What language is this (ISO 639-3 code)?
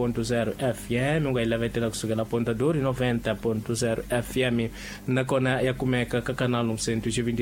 tso